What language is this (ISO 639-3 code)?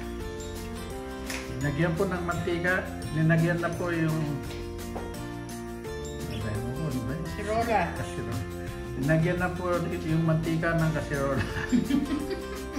fil